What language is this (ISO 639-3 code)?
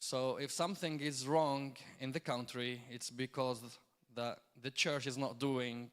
eng